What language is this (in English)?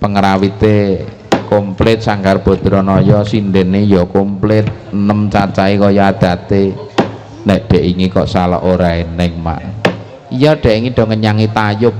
Javanese